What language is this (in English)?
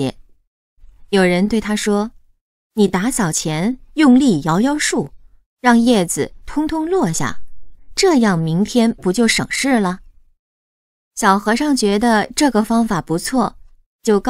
Chinese